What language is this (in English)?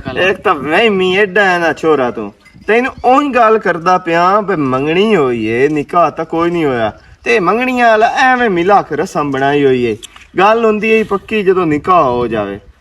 Western Panjabi